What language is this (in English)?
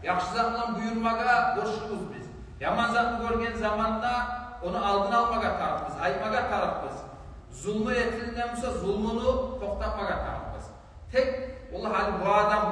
Kumyk